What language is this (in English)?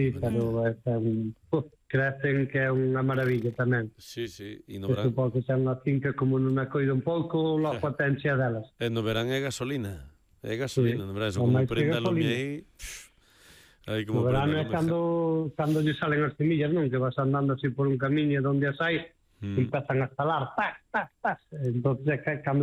Galician